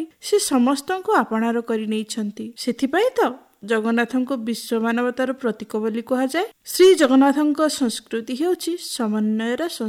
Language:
Odia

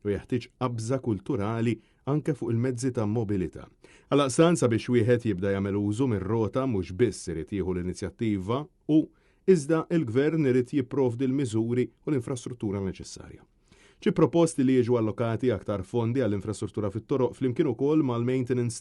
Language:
Maltese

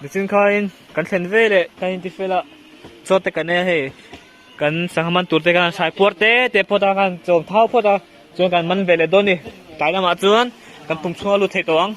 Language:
Mizo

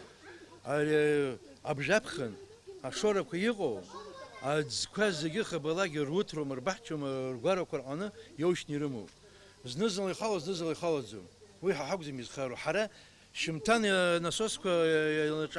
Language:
Abkhazian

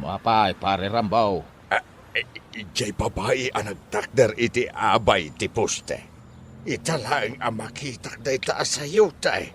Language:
Iloko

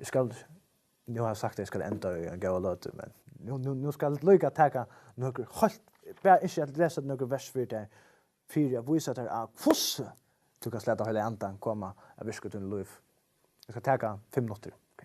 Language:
Faroese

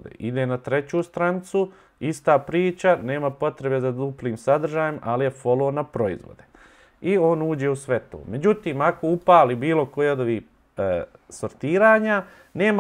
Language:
Bosnian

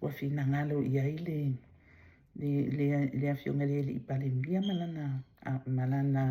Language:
Samoan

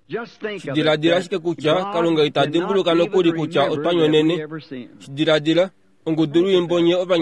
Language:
Kuanyama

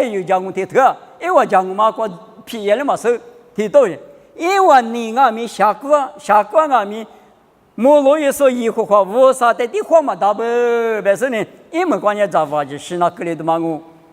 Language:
Lisu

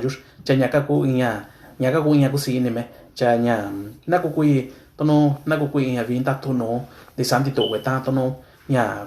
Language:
Mixtepec Mixtec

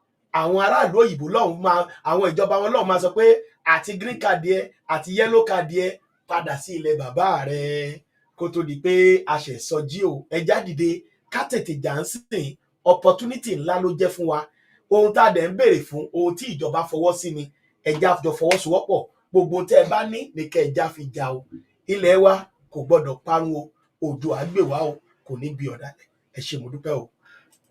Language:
Yoruba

